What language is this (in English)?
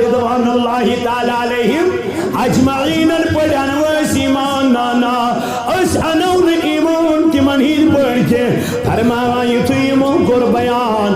Kashmiri